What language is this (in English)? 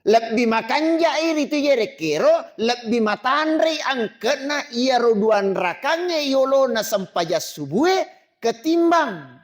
Buginese